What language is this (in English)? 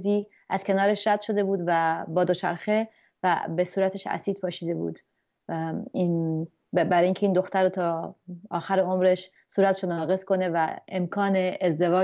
Persian